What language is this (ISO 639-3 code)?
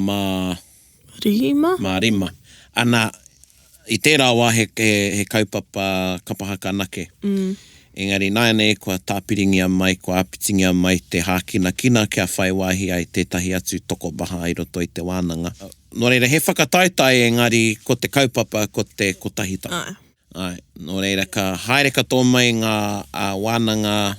mri